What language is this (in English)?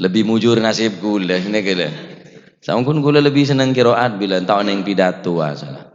Madurese